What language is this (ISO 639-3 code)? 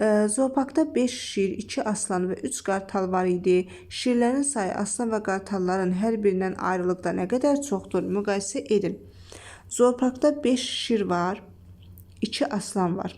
aze